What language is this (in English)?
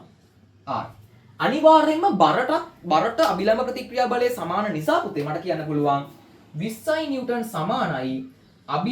Sinhala